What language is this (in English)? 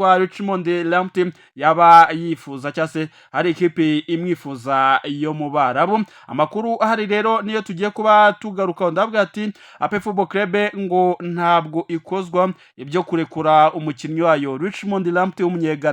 Kinyarwanda